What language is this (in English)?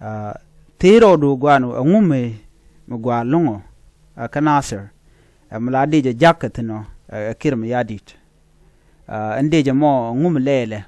Nuer